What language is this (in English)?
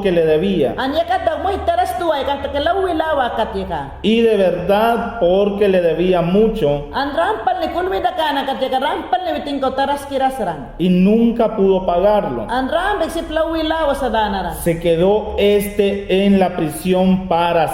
Mayangna